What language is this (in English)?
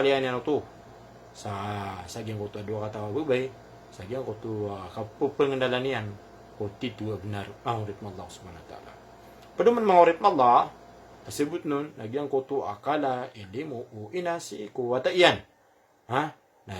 Maranao